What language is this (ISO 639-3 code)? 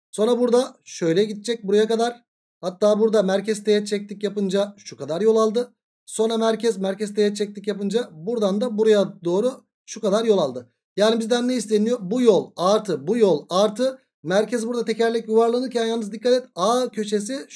tur